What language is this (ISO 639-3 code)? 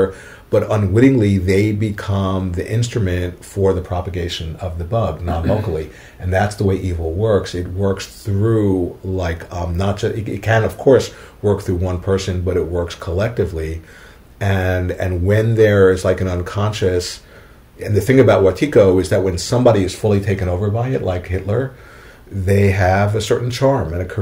eng